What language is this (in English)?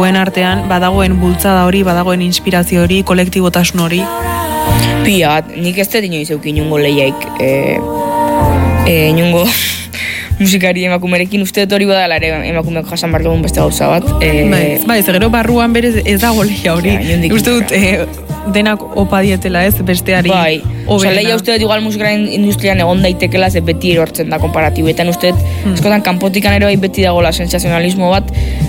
Basque